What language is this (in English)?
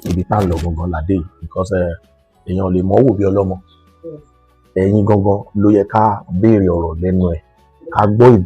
Yoruba